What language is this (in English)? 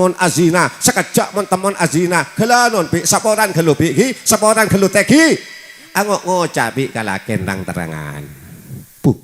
Madurese